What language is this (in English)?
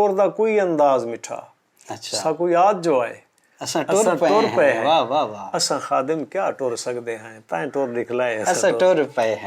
Saraiki